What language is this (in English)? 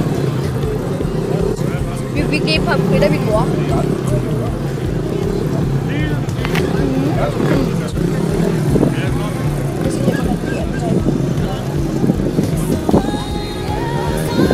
Danish